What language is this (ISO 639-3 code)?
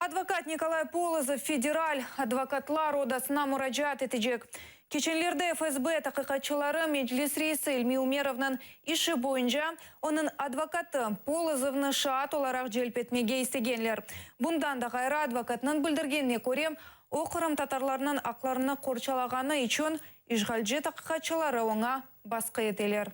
crh